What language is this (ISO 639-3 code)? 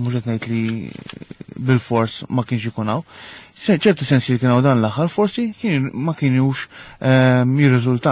mlt